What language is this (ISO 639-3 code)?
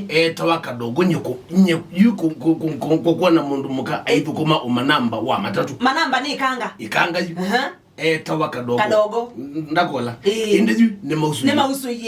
kam